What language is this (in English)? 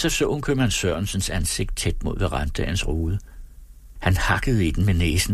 Danish